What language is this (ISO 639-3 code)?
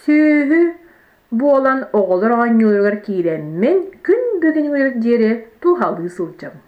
sah